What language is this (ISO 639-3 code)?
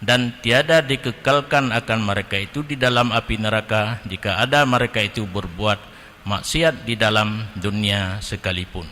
ace